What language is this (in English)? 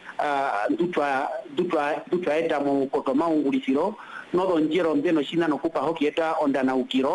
Swahili